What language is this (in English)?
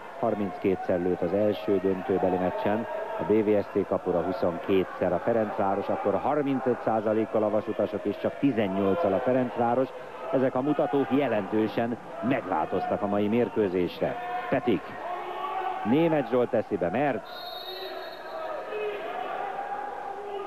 Hungarian